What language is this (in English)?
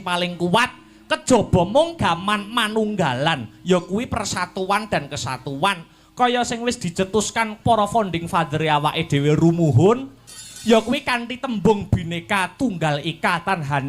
Javanese